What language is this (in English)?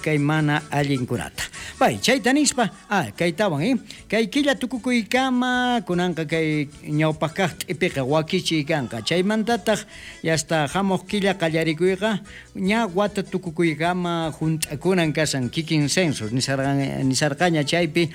South Bolivian Quechua